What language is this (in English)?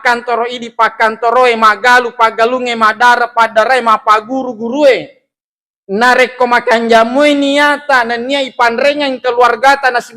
Buginese